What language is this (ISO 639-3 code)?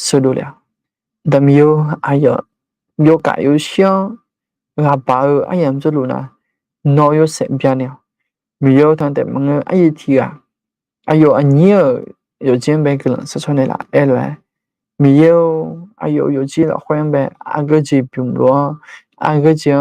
ahk